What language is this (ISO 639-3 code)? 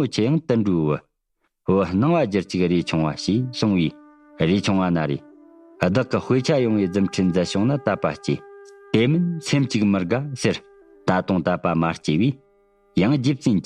bod